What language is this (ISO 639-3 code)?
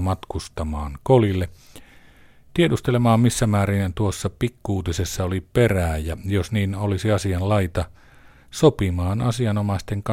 fin